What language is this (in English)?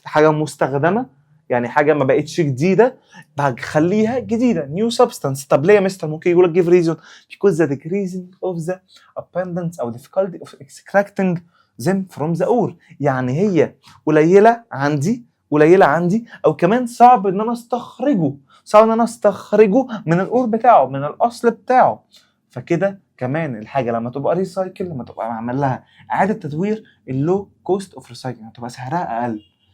Egyptian Arabic